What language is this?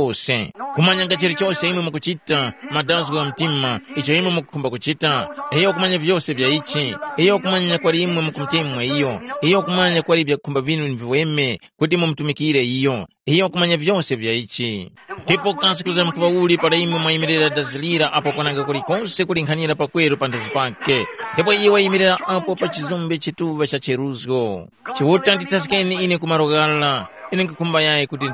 Tumbuka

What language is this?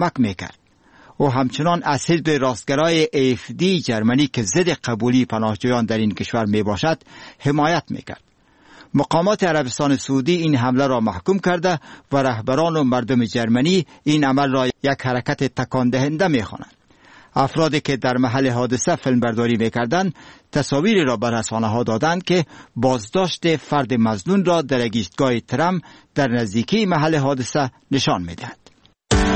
Persian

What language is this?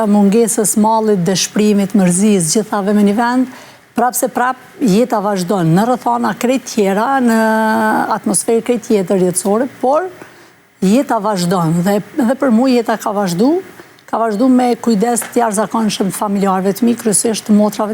Albanian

